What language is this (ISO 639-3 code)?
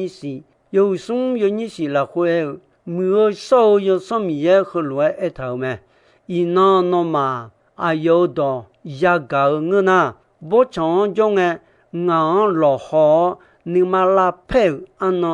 ahk